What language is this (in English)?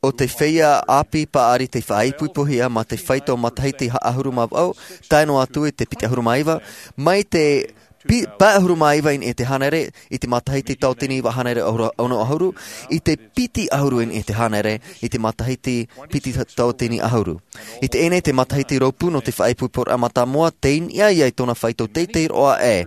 Tahitian